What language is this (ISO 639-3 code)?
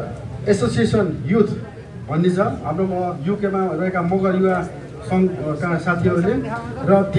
nep